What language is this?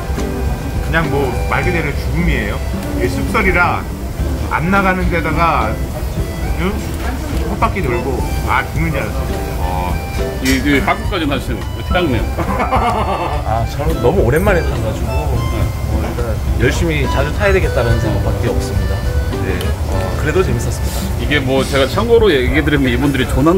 Korean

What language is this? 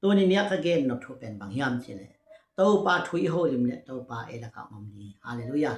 Tedim Chin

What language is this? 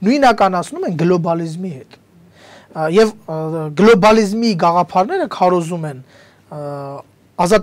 Armenian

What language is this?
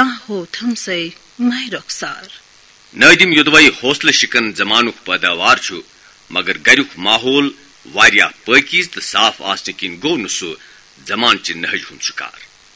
Kashmiri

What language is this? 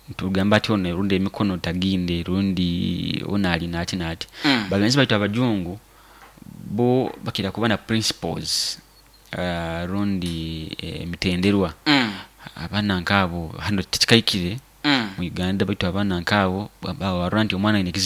Nyoro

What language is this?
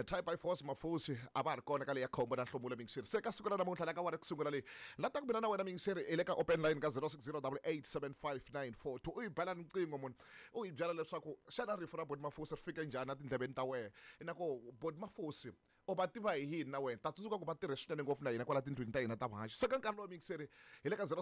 Tsonga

